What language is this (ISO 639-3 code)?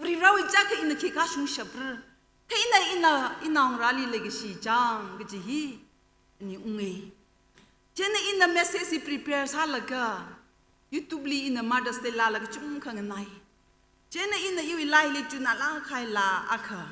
nmf